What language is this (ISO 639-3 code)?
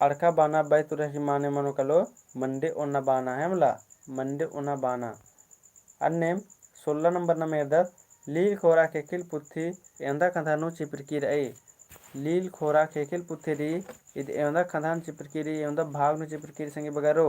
kru